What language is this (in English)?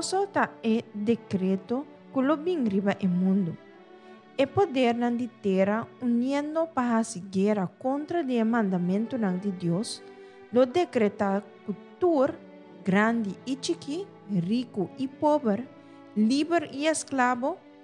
Papiamento